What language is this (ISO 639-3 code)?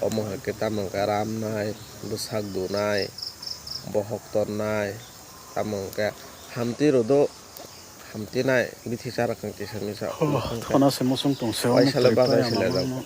trp